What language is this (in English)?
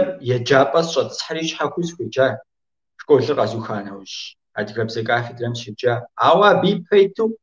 Kabardian